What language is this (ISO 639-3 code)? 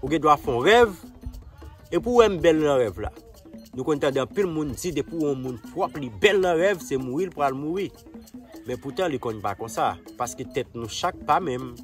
hat